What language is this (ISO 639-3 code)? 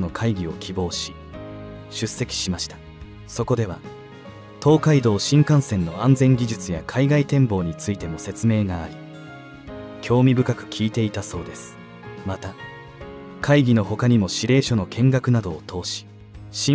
jpn